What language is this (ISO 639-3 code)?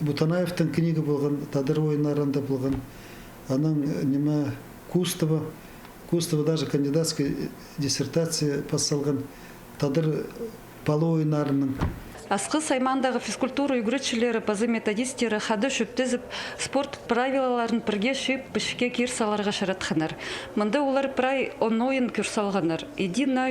kjh